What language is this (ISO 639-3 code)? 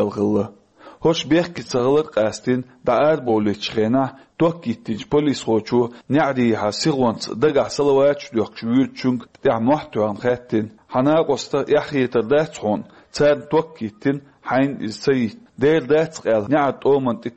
che